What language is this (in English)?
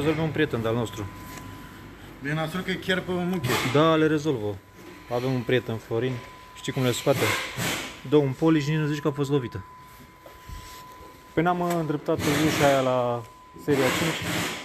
Romanian